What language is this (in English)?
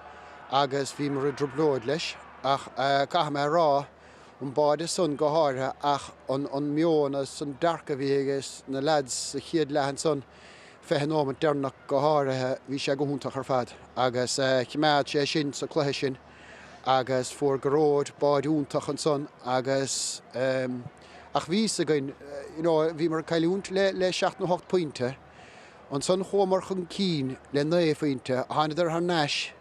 Irish